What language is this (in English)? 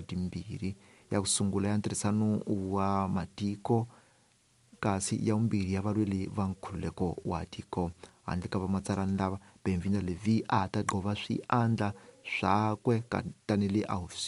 Tsonga